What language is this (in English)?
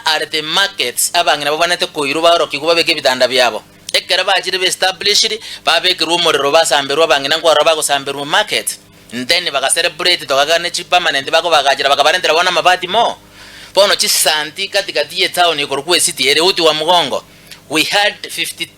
Gusii